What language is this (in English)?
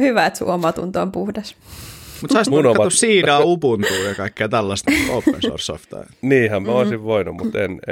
Finnish